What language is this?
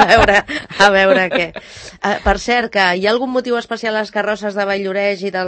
Catalan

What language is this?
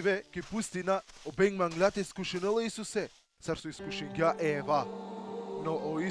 Balkan Romani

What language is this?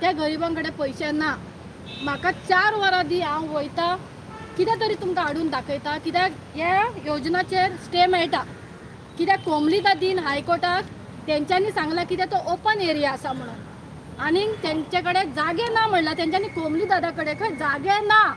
Konkani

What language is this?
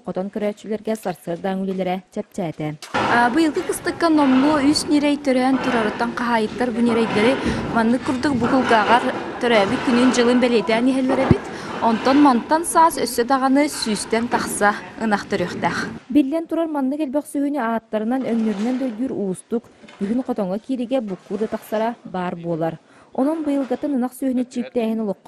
Yakut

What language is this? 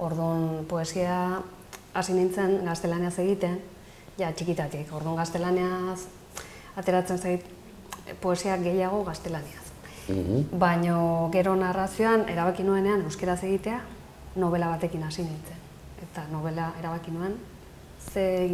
Basque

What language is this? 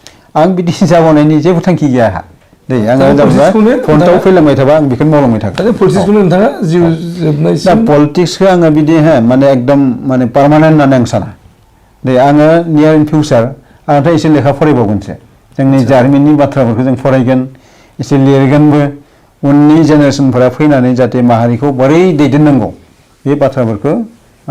Bodo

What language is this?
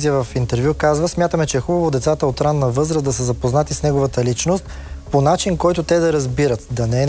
Bulgarian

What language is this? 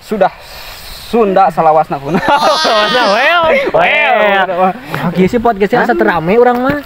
Sundanese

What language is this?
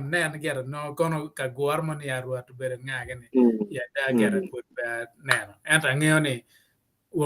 Acoli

